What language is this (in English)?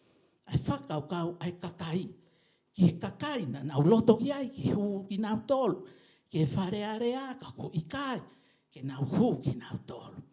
Tongan